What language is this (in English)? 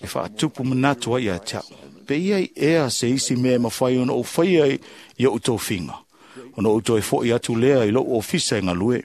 Samoan